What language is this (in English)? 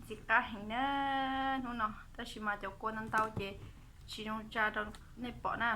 Hmong